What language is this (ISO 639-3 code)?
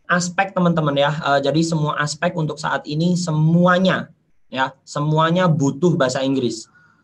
ind